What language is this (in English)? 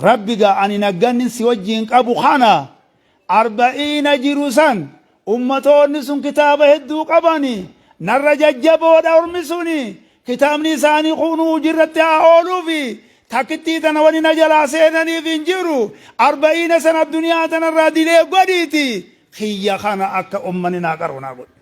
Oromo